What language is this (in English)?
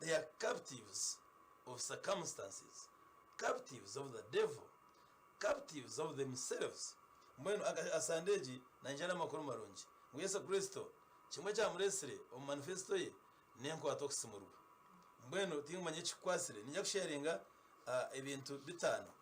Nyankole